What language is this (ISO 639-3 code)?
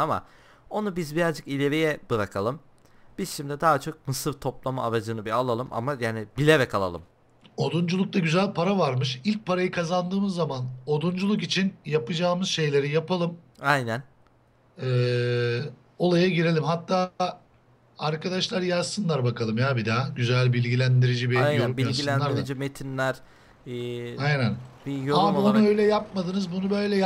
tur